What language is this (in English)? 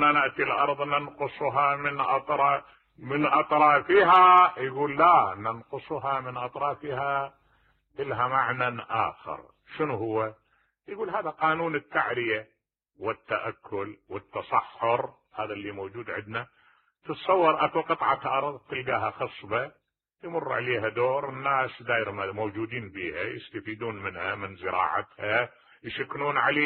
Mesopotamian Arabic